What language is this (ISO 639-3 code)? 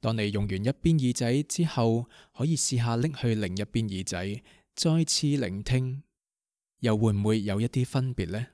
yue